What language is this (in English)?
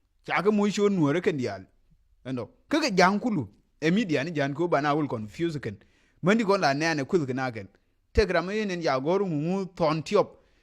Nuer